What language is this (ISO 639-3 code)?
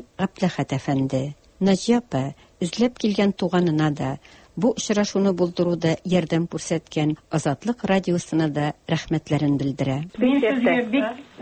tat